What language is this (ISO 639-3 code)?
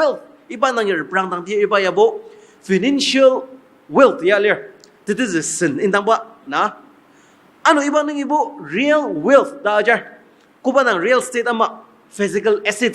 njo